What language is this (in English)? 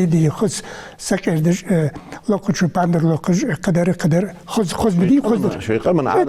Ingush